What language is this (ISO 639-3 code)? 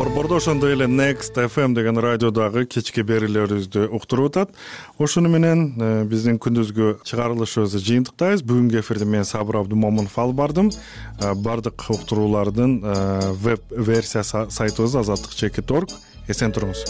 kir